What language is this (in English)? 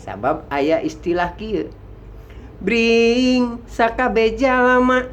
Sundanese